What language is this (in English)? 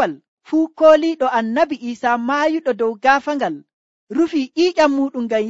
Nigerian Fulfulde